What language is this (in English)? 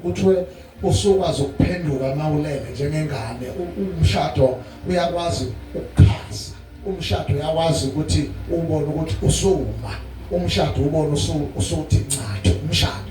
Zulu